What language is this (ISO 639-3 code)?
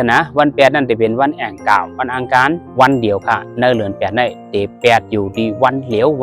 shn